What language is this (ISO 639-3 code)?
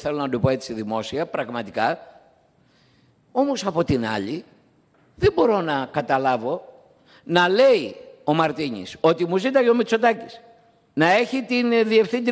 ell